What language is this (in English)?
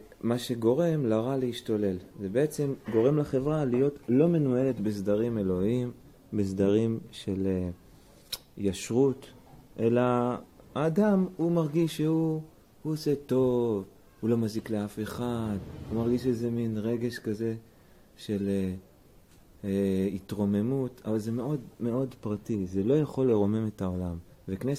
Hebrew